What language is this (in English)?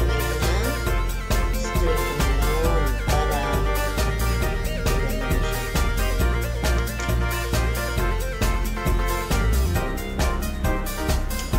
Filipino